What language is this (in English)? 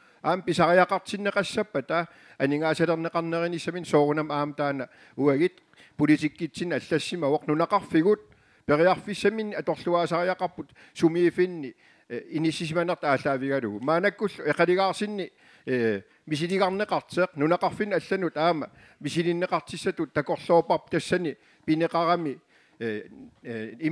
Kalaallisut